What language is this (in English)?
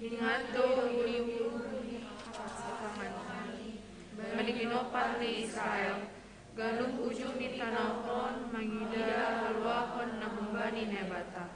Batak Simalungun